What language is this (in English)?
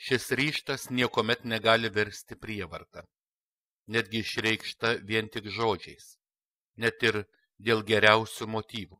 Lithuanian